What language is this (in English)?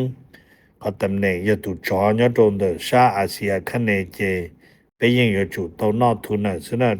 Hmong